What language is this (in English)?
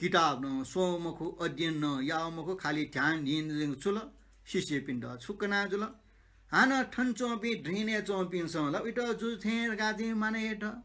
Newari